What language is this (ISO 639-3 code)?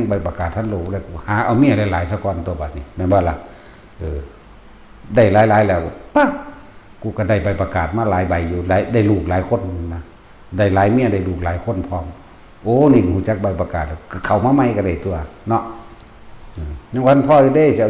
tts